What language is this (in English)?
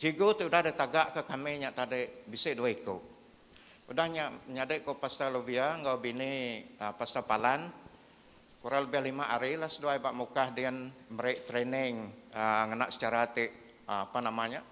Iban